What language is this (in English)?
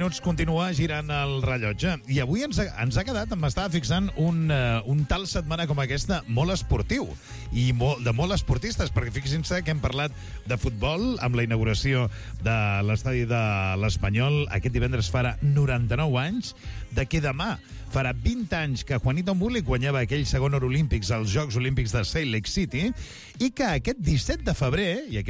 Catalan